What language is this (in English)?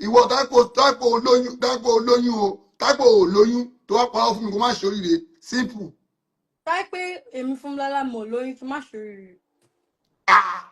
Yoruba